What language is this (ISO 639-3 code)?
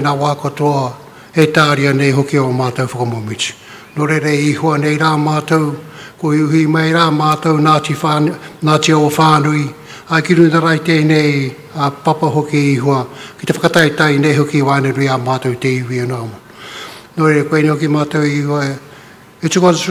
mri